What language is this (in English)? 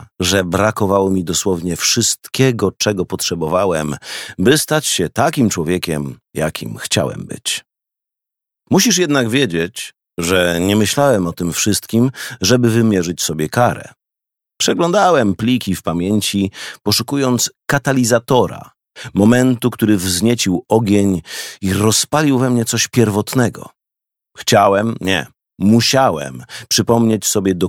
Polish